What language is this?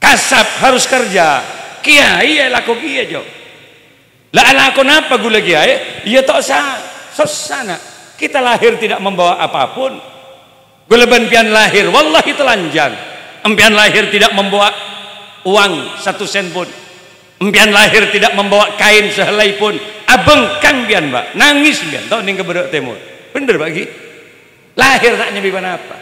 Madurese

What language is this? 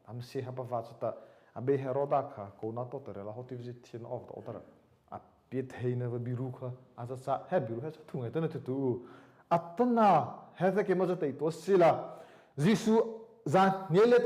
Mara Chin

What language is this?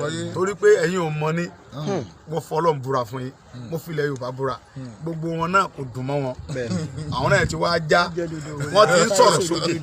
Yoruba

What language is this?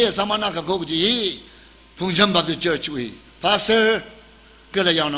Tangkhul Naga (India)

